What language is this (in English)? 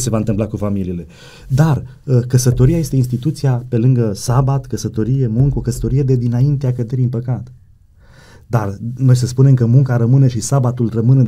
Romanian